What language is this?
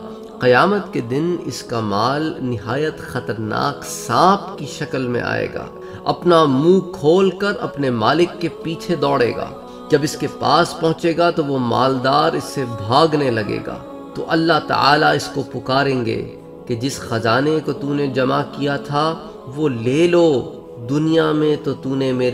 Urdu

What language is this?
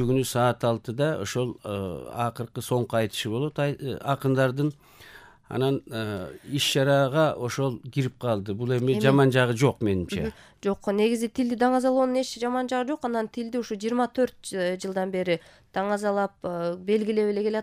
Kyrgyz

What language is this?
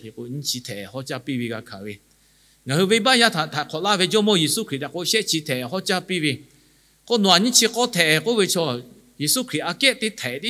Lahu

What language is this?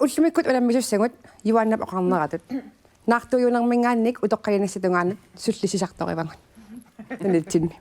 Kalaallisut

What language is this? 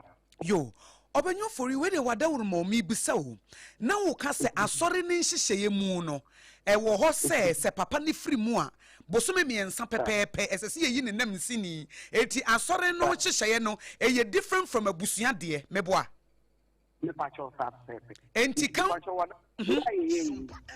Akan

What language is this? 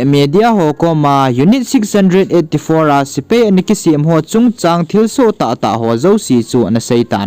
Thado Chin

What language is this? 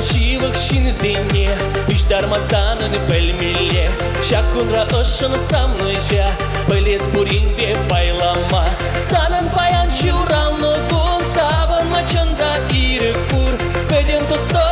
Chuvash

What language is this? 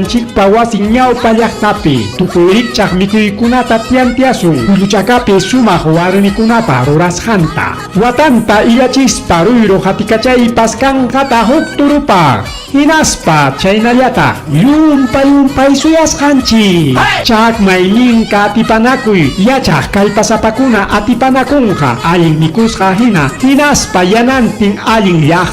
Ayacucho Quechua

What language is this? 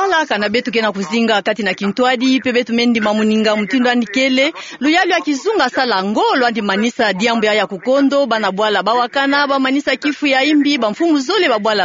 Kituba (Democratic Republic of Congo)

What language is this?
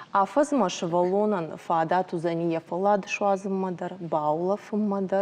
Ossetic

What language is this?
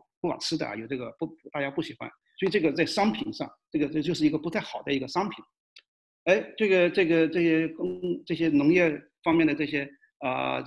Chinese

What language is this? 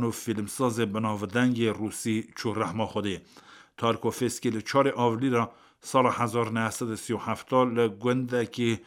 Kurdish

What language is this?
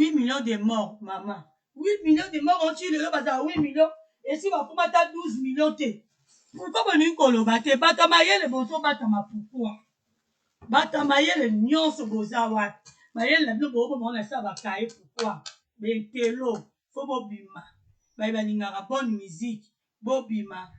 Lingala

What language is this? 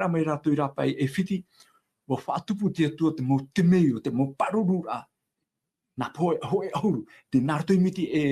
Tahitian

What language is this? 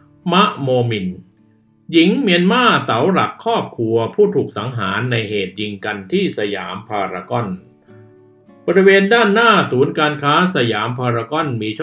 Thai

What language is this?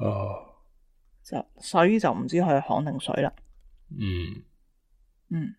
Cantonese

